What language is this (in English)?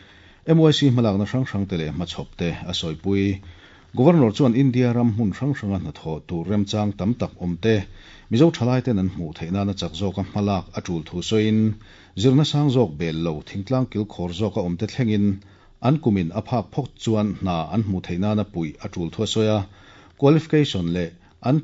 Mizo